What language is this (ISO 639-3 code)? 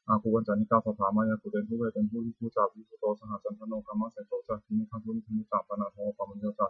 pli